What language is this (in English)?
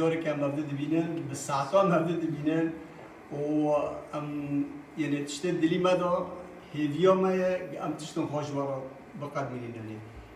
Kurdish